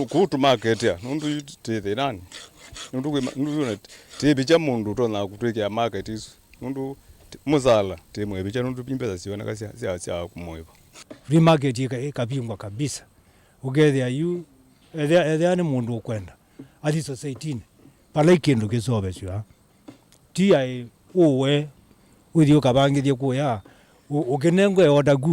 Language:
Kamba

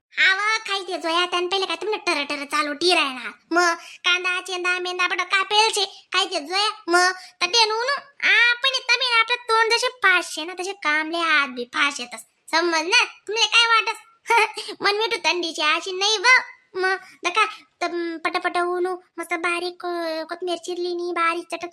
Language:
Khandesi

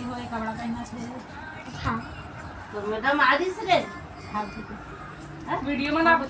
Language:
Chhattisgarhi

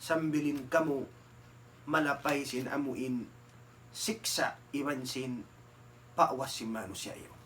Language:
Tausug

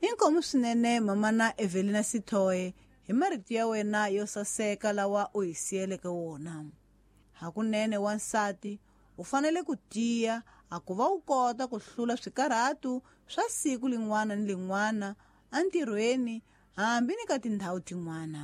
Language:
Tsonga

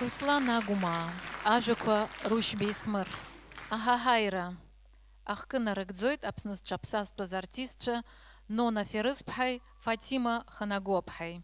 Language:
Abkhazian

